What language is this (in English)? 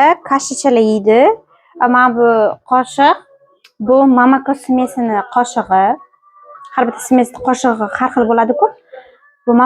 Uzbek